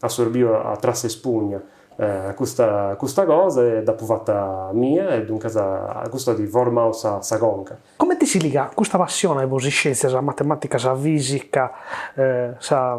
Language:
Sardinian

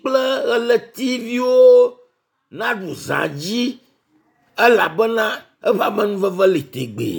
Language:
Ewe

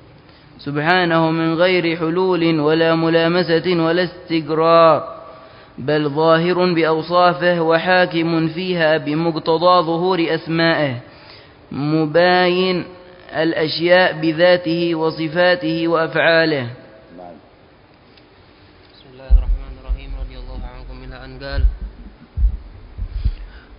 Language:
Arabic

